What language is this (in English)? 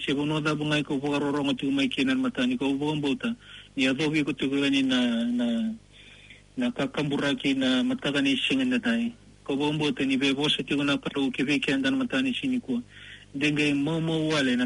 Fijian